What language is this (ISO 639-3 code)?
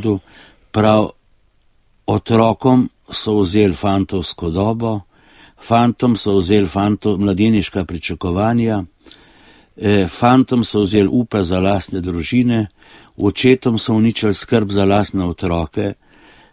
slv